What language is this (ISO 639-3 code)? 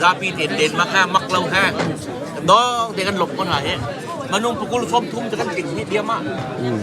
cnh